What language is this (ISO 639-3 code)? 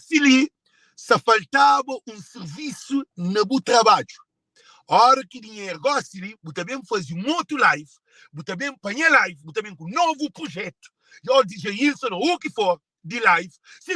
kea